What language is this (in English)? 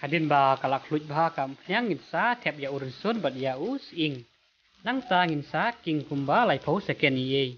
Khasi